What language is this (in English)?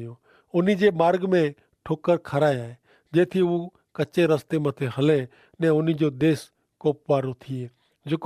Kachhi